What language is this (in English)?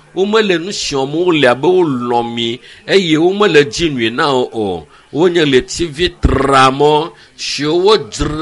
Ewe